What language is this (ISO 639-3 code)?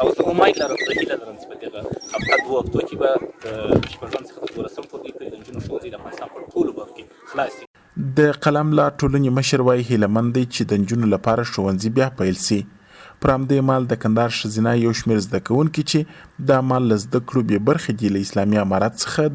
pus